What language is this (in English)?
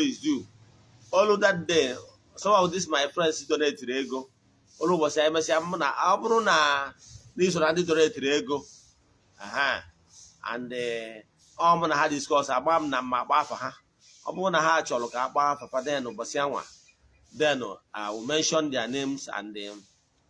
Igbo